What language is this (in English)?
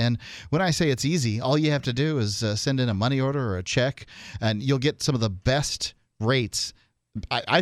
English